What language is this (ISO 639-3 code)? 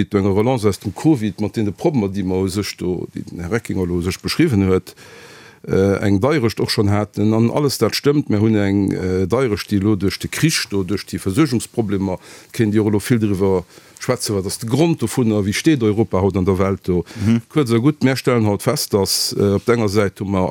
ltz